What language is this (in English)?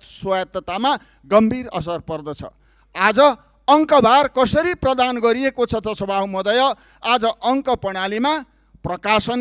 Nepali